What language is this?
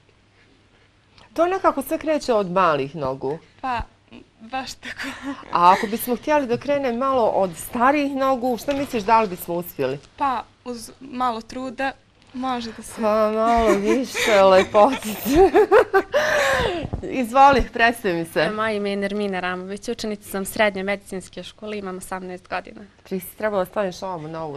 Bosnian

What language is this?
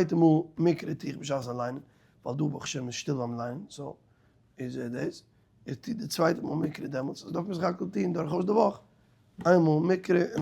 Yiddish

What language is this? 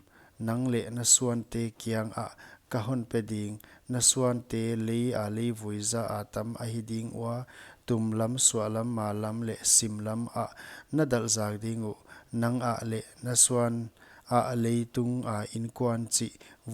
Paite Chin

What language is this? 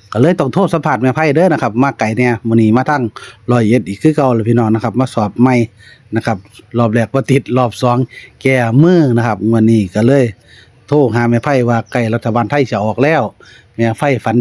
Northeastern Thai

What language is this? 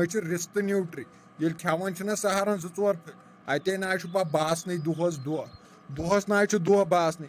Kashmiri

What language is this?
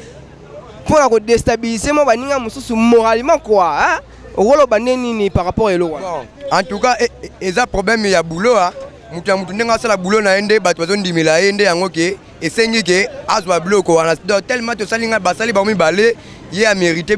Lingala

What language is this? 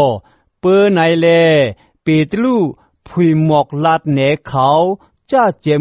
Shan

